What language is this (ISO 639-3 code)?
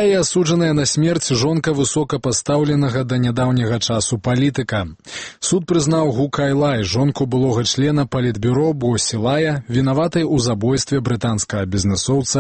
bel